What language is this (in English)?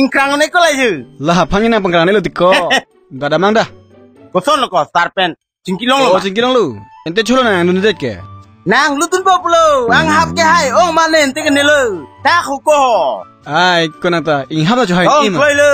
Karbi